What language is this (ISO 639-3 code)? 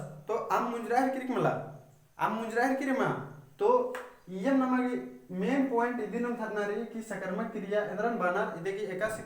kru